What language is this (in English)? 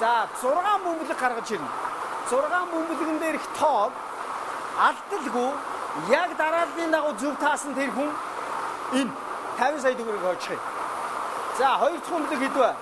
Mongolian